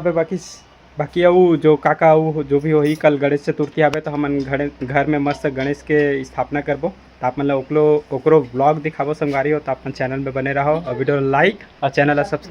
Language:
Chhattisgarhi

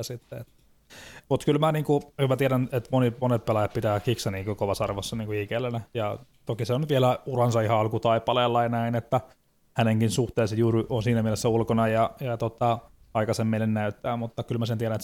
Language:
Finnish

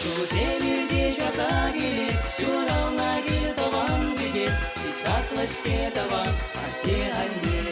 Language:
Chuvash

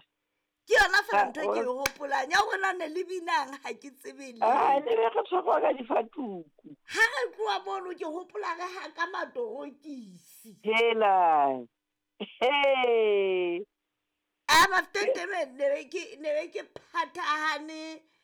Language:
Southern Sotho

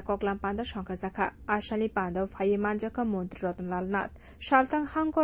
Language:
Kok Borok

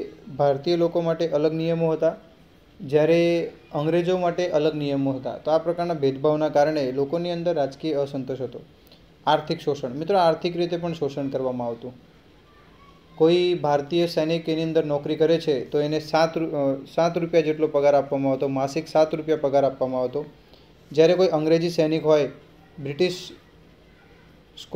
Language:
Gujarati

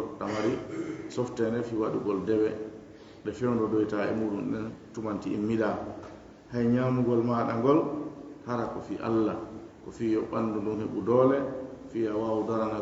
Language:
Fula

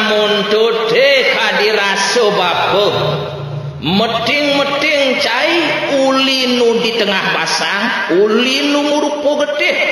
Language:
Balinese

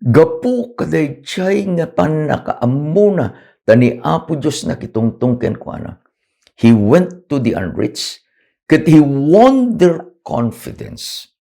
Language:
Iloko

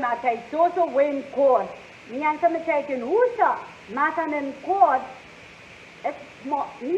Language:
Pohnpeian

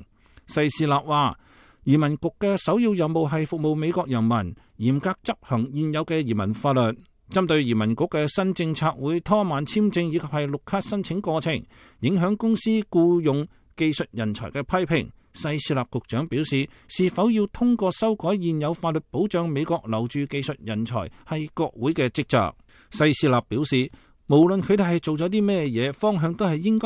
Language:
Cantonese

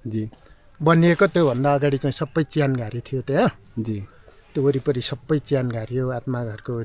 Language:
Nepali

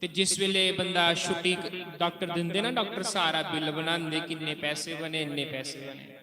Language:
Dogri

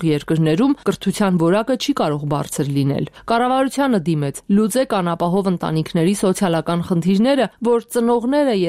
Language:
Armenian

